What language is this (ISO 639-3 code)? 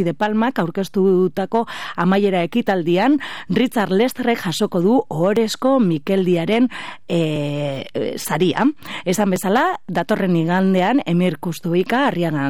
eus